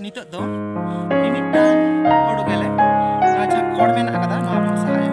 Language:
Santali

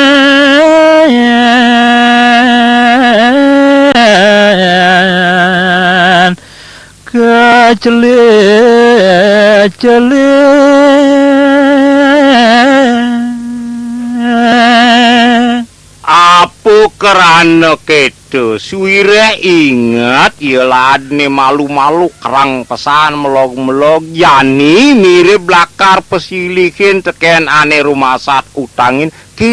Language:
Balinese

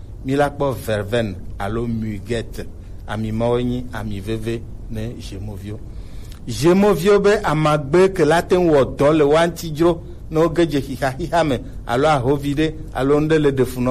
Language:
Gen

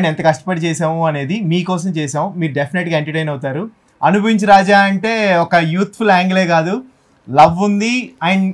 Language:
Telugu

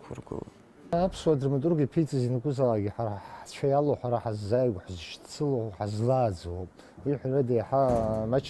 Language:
Abkhazian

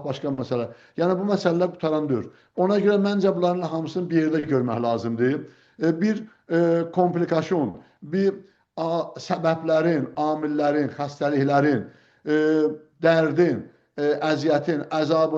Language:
South Azerbaijani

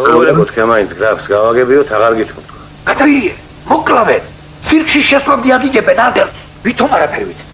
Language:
Georgian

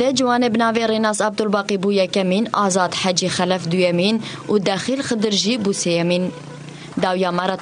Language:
Kurdish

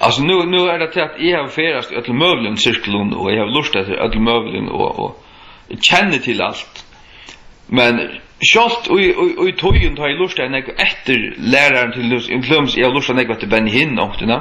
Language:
Faroese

